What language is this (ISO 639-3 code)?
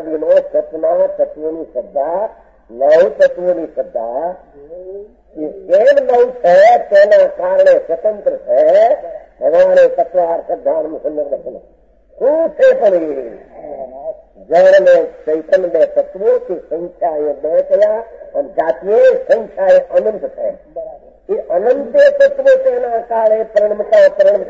guj